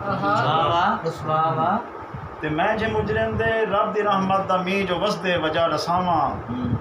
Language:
Saraiki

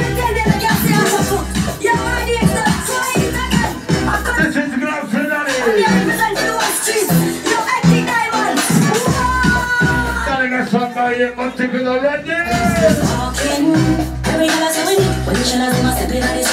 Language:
Japanese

